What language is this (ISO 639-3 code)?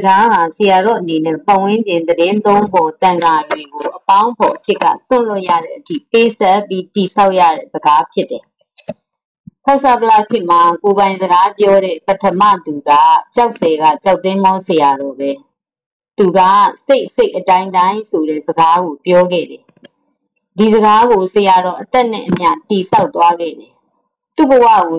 mya